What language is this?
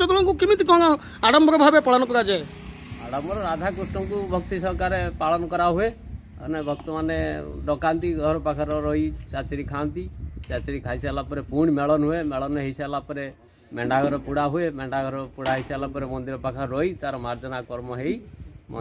Odia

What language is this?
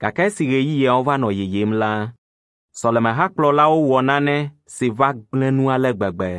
Ewe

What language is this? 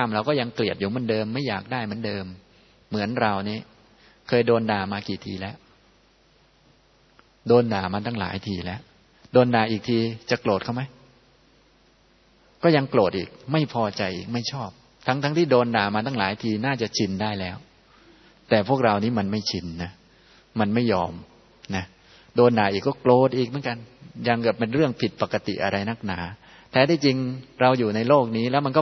Thai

